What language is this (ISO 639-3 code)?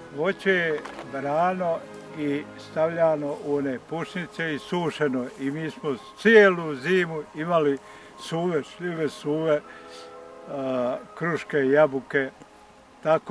bos